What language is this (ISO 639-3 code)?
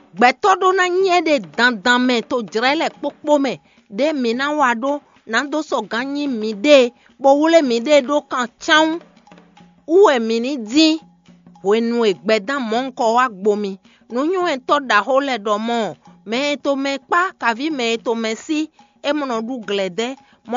fon